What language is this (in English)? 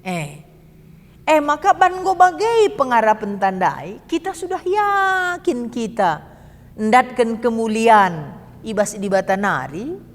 Batak Karo